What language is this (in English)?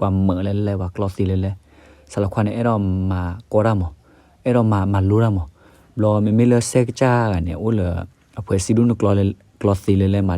S'gaw Karen